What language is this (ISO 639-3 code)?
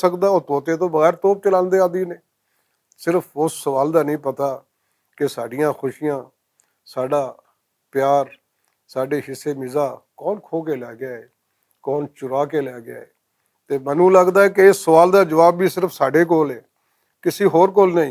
lah